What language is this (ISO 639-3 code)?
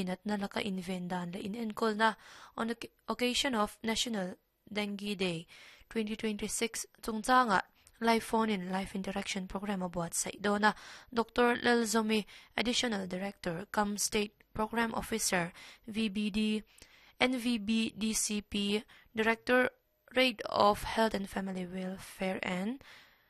lus